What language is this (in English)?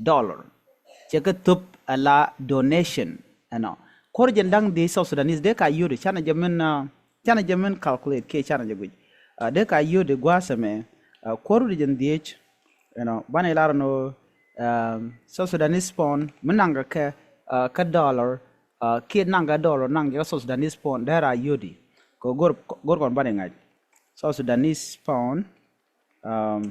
Nuer